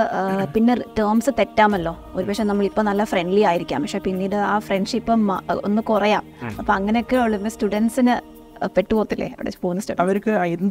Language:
Malayalam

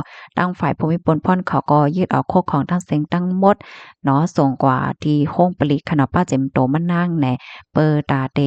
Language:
Shan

